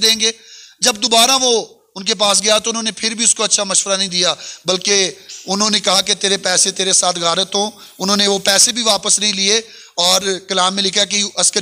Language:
Urdu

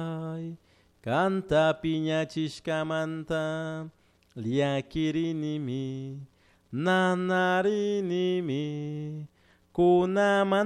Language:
Chimborazo Highland Quichua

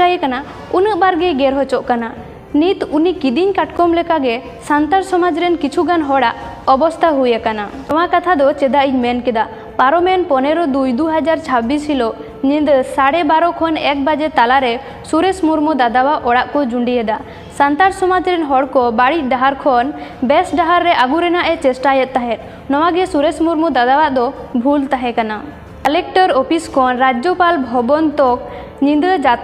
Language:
Santali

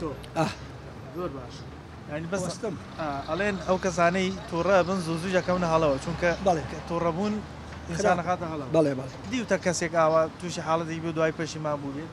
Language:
Central Kurdish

